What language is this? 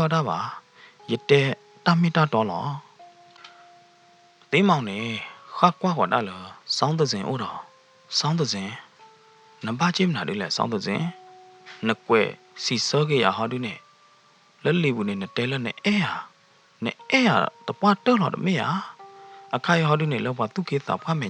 S'gaw Karen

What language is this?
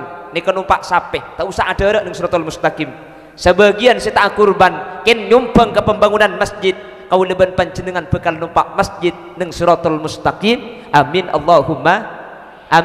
Madurese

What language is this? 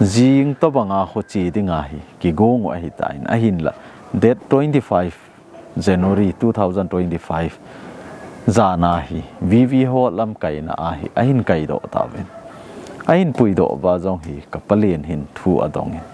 Thado Chin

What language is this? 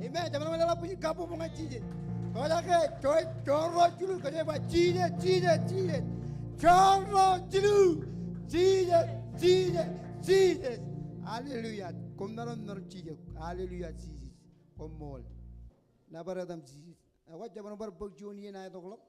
Marshallese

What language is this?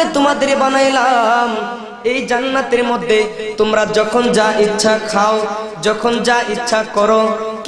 Bangla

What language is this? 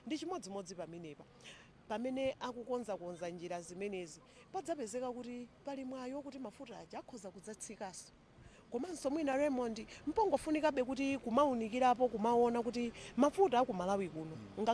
Nyanja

